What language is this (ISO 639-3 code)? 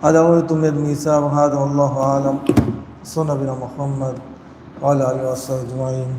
div